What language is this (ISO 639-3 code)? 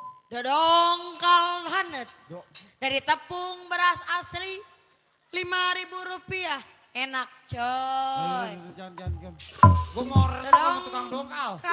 bew